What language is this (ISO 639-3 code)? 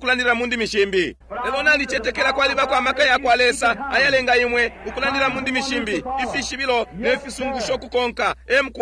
bem